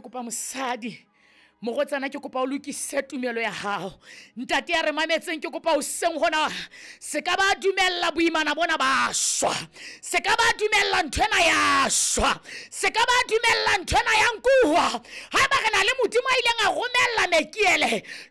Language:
Southern Sotho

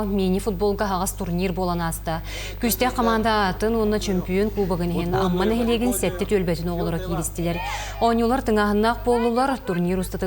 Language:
Yakut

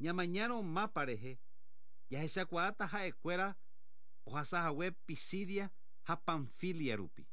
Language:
Guarani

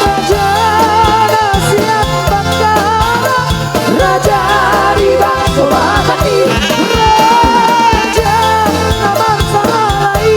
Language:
Batak Toba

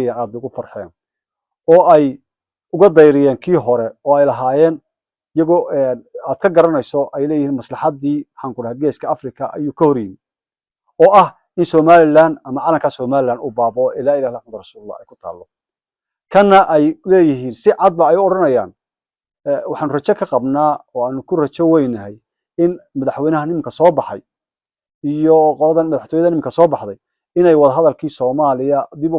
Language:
Somali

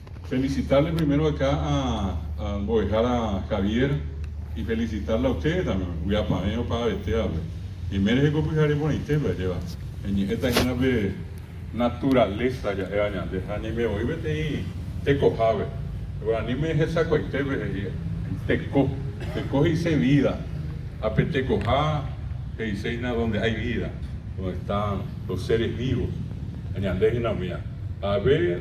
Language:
Guarani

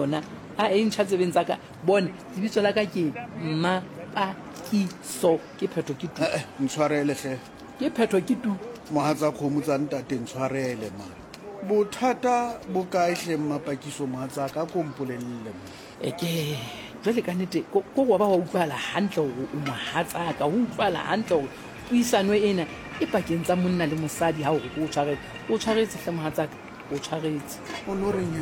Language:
Southern Sotho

